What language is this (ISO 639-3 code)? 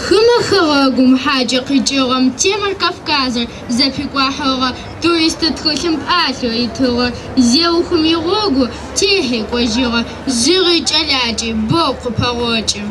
ady